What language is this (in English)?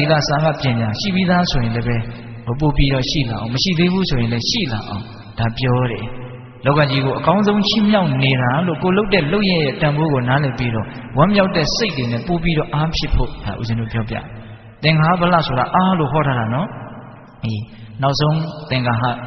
Burmese